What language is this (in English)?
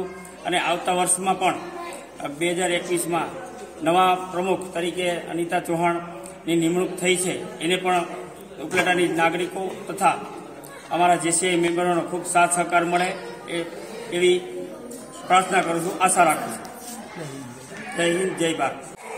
Gujarati